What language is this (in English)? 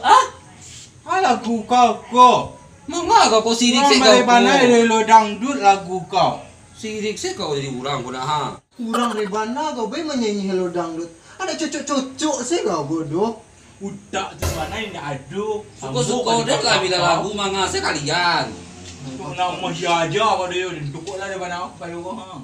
Minangkabau